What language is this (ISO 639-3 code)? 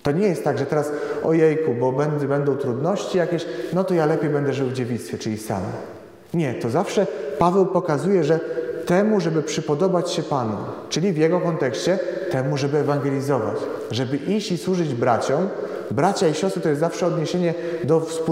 pol